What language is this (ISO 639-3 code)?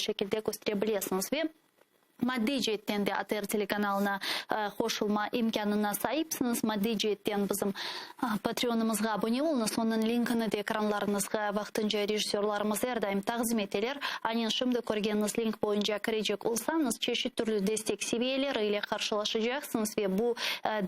crh